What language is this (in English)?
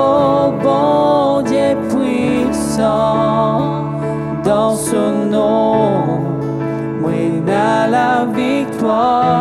Morisyen